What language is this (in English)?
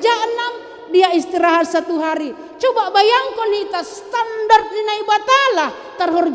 Batak Simalungun